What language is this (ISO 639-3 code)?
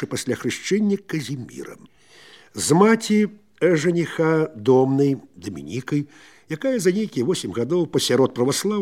bel